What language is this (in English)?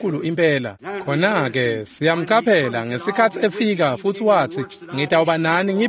Swati